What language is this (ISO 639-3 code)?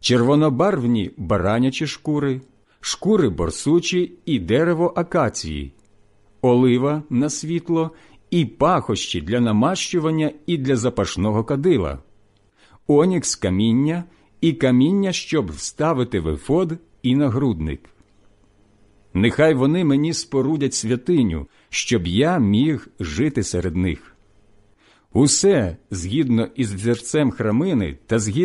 ukr